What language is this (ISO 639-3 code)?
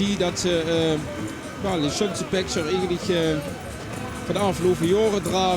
lim